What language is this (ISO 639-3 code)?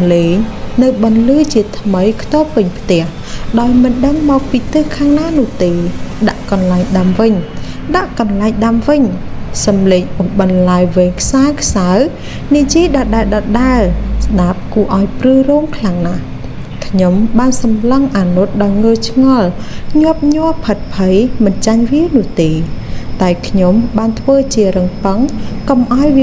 khm